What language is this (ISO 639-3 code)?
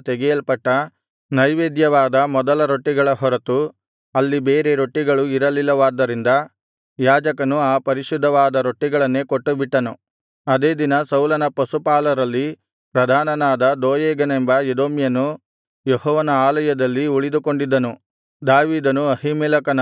kan